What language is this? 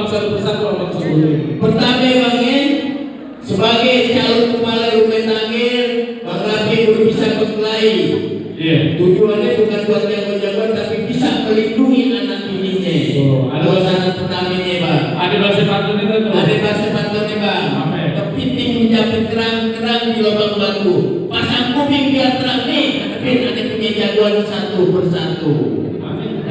Betawi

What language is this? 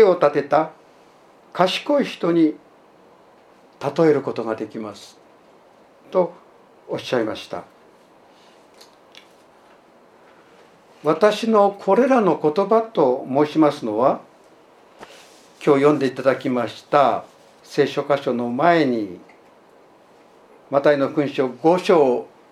Japanese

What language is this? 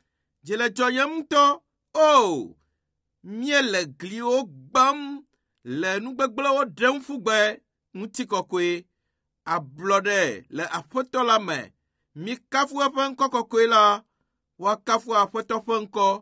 Ewe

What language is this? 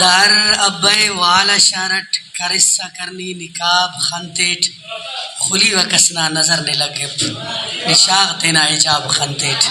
Brahui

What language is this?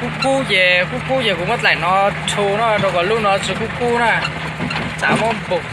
Hmong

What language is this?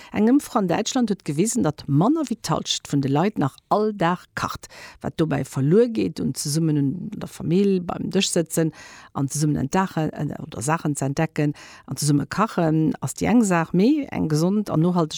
Luxembourgish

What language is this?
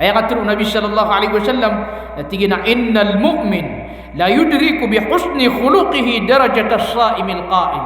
Maranao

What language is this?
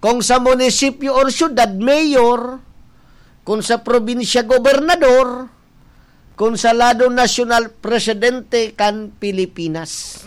Bikol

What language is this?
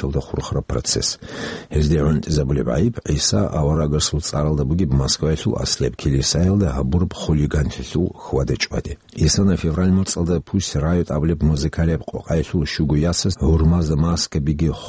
Avaric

